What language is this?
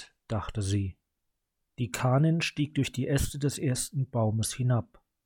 German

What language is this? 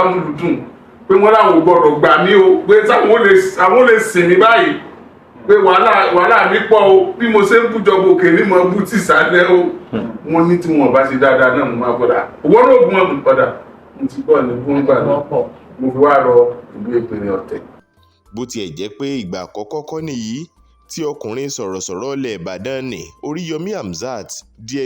Yoruba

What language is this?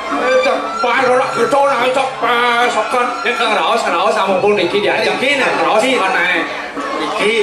Balinese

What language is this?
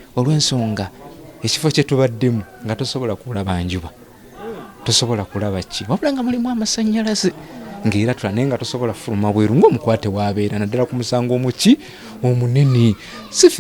Ganda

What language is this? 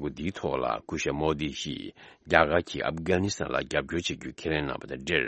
Tibetan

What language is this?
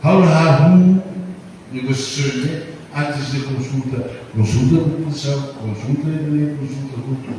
Tetum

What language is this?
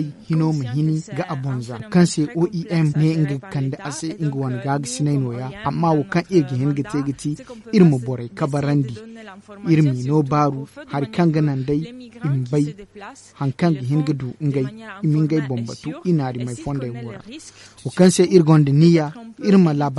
Zarma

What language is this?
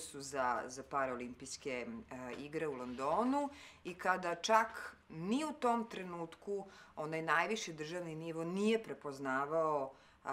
Serbian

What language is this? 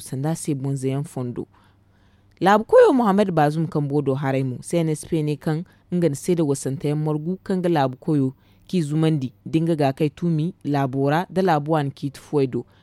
Zarma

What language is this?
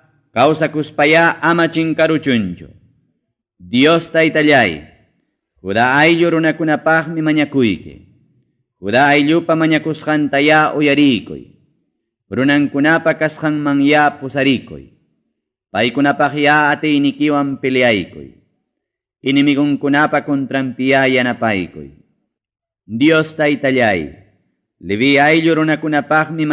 Ayacucho Quechua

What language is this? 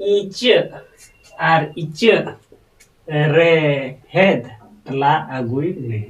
Santali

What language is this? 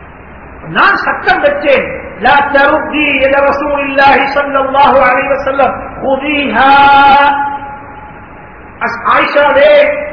Tamil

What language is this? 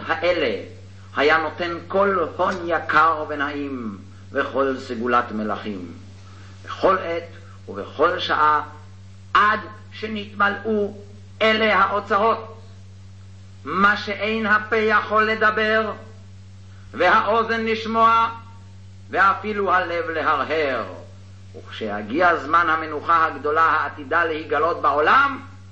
Hebrew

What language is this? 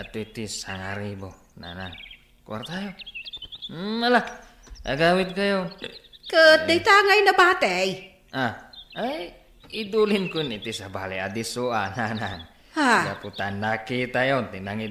Iloko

